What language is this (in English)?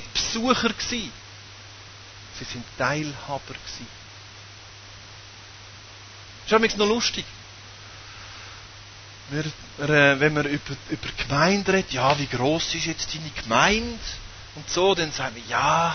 German